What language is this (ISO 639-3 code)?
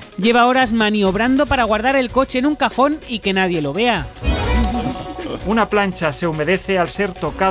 spa